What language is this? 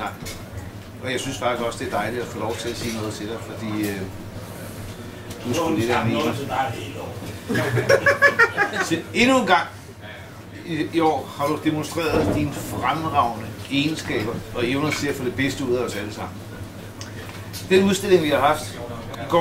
Danish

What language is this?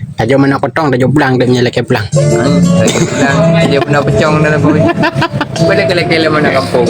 Achinese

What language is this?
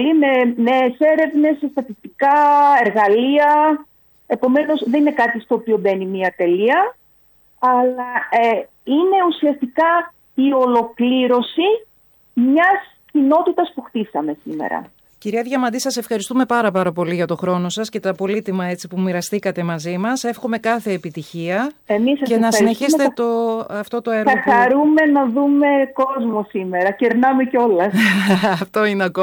Greek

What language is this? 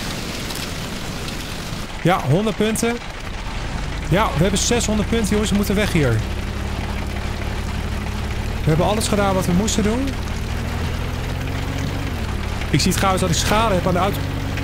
Dutch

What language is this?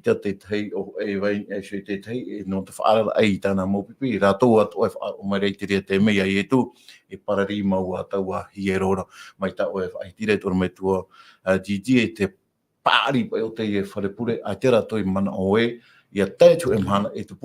Tahitian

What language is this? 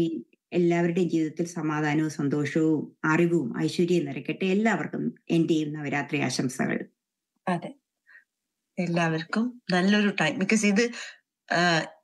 Malayalam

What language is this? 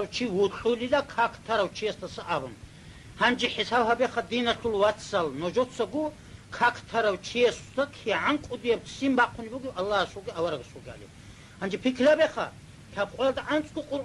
Avaric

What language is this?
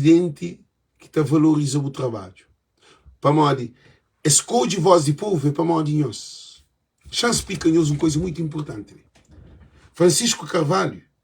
Kabuverdianu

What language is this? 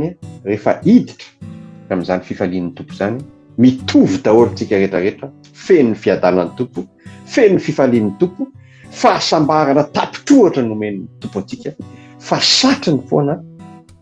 Malagasy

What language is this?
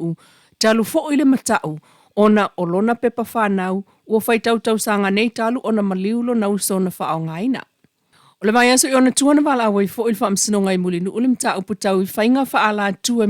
Samoan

